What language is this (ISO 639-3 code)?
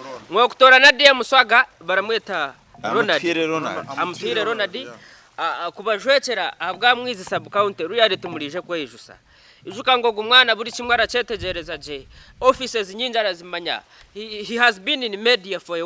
nyn